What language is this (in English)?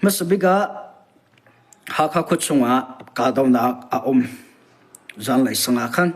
Hakha Chin